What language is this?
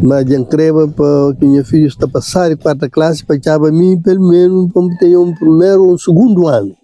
Kabuverdianu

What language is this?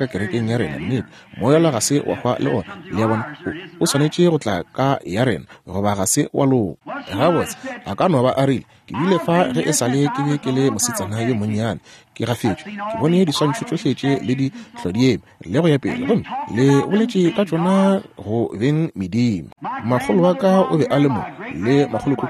Northern Sotho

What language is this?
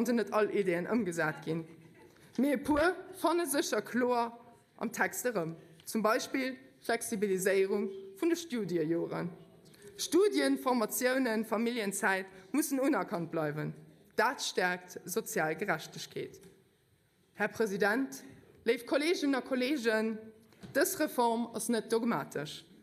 Luxembourgish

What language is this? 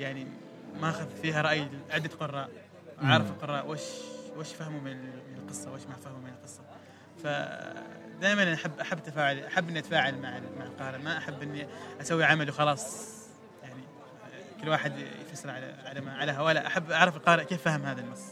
Gulf Arabic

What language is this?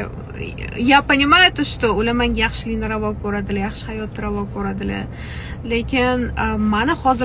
Uzbek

